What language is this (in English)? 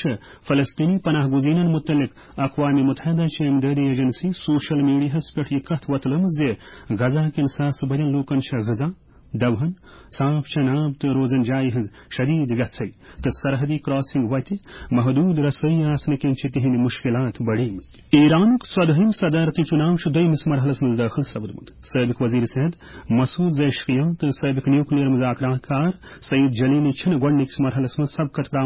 Kashmiri